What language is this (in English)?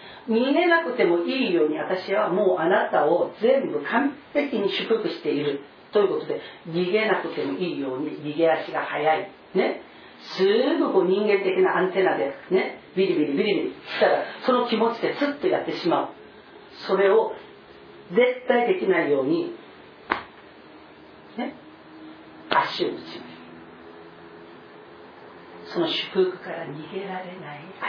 Japanese